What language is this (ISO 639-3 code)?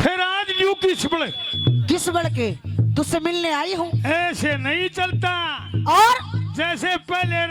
bgc